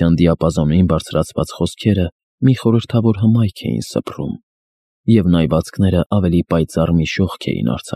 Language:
Armenian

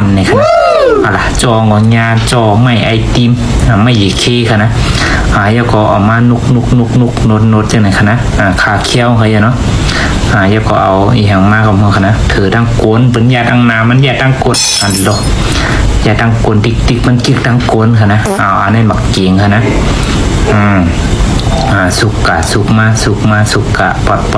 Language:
Shan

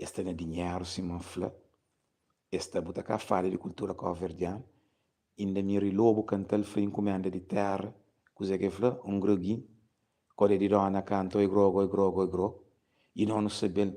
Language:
Kabuverdianu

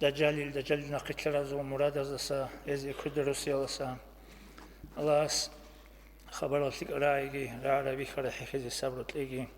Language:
Avaric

